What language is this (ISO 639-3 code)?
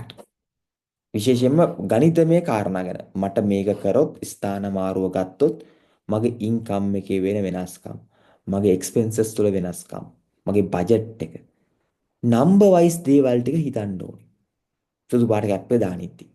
sin